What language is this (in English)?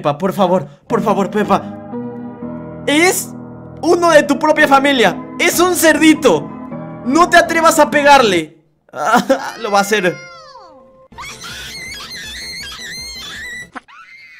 Spanish